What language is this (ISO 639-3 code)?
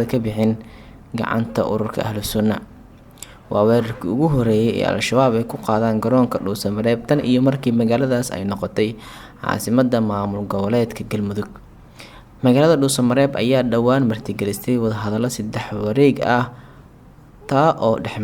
som